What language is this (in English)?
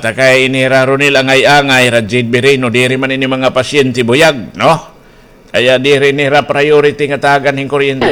Waray